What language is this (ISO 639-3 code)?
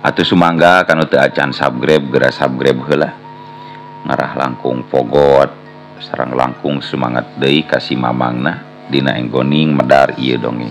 sun